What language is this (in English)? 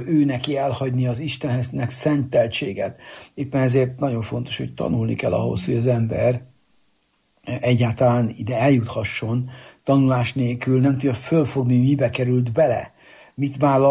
Hungarian